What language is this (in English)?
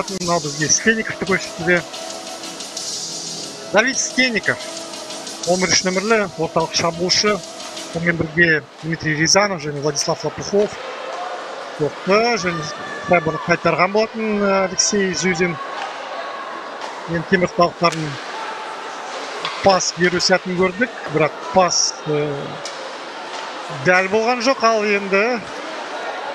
Kazakh